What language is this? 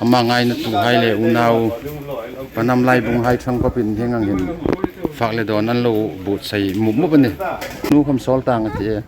Hmar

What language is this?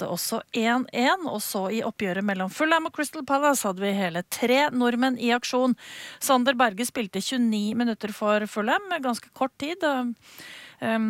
Norwegian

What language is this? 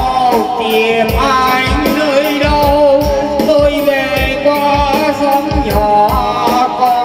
Vietnamese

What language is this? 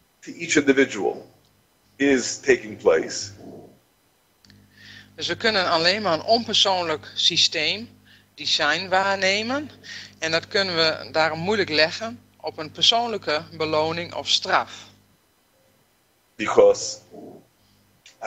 Dutch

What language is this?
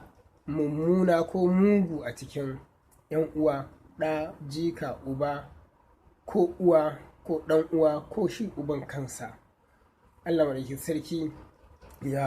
Hausa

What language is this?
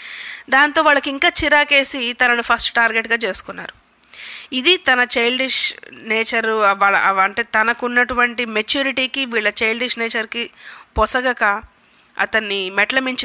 Telugu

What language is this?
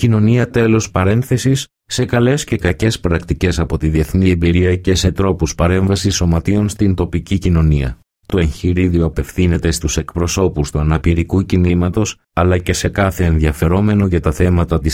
Greek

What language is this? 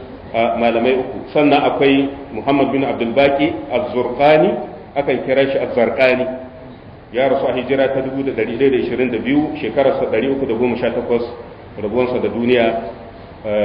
Hausa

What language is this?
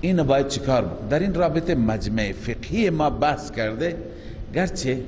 Persian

